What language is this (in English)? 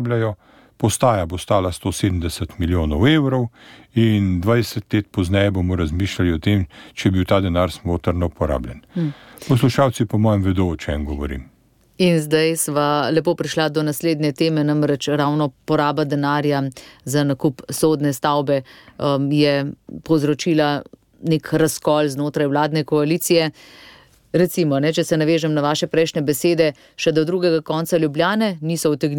Slovenian